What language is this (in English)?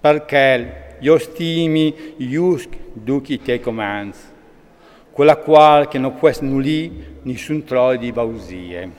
Friulian